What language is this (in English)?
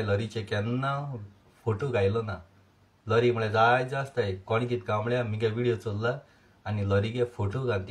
Konkani